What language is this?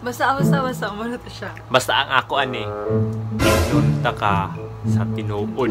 Cebuano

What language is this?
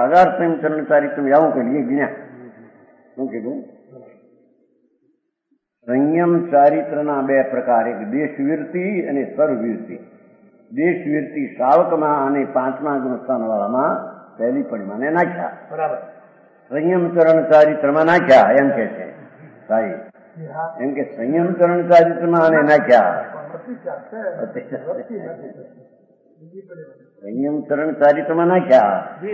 Gujarati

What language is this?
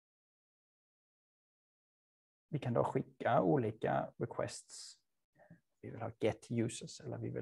Swedish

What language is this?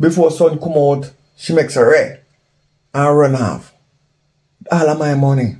Jamaican Creole English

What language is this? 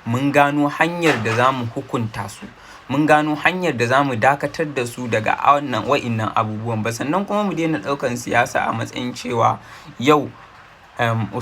Hausa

